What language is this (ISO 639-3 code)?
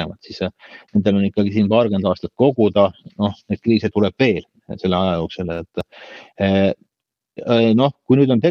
est